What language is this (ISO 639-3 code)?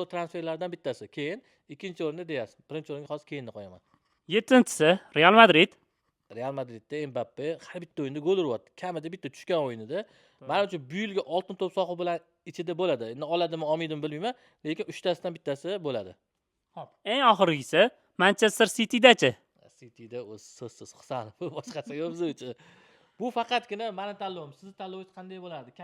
uzb